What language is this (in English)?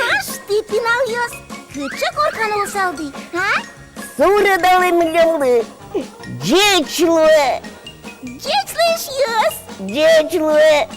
Udmurt